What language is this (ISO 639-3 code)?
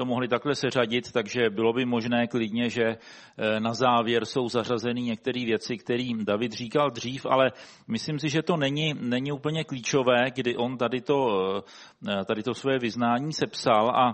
ces